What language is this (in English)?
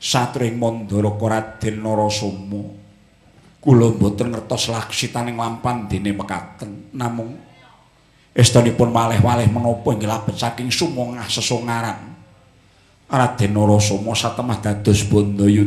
Javanese